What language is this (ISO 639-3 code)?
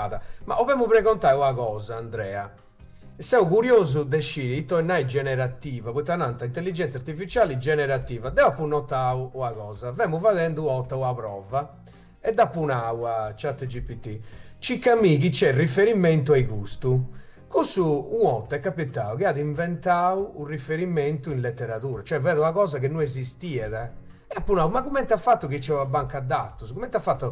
srd